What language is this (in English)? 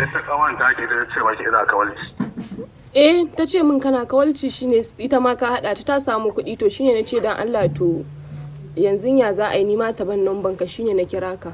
Hausa